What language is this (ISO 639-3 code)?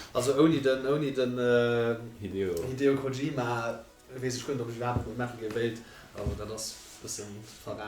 ltz